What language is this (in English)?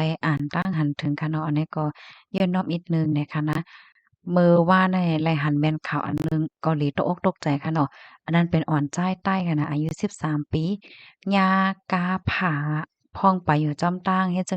Shan